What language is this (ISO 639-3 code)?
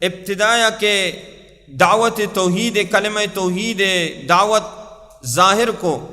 bal